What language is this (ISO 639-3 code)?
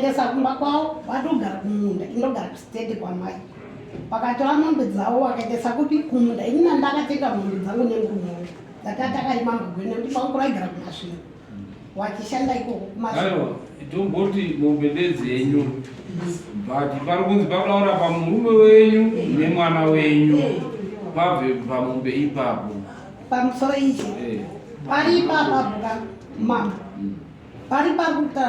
sna